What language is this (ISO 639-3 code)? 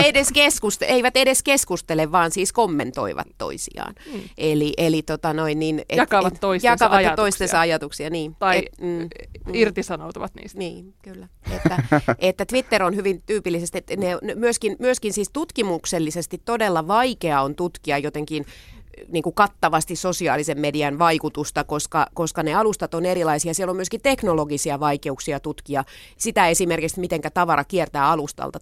fin